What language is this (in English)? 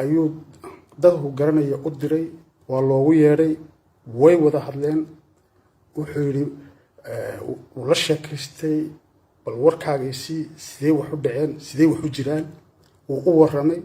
Somali